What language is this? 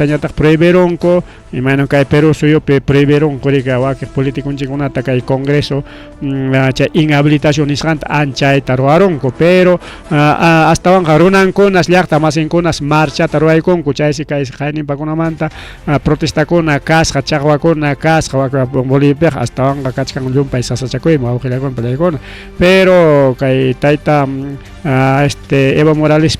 Ayacucho Quechua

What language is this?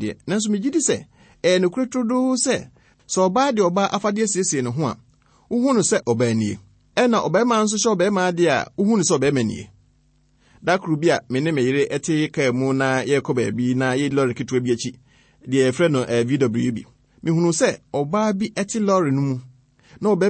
Akan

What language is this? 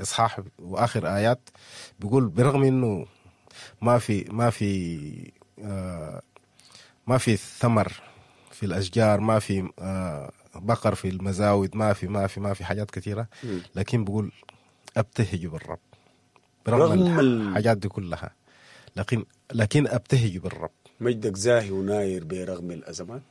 Sudanese Arabic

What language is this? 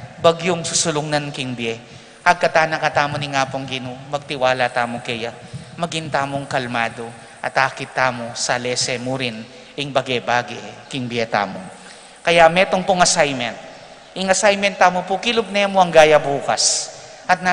Pampanga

